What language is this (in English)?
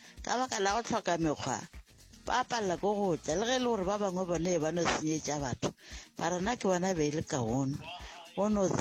Northern Sotho